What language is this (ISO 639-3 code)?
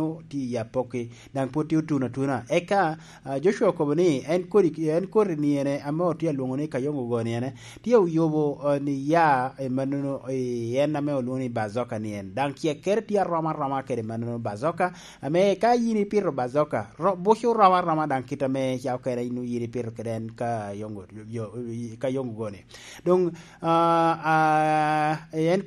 laj